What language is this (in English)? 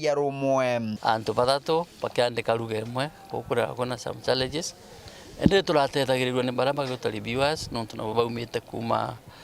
Meru